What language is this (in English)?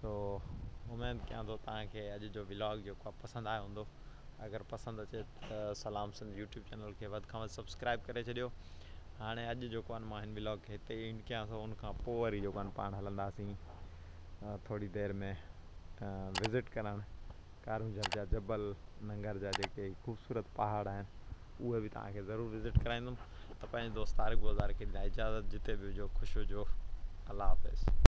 Sindhi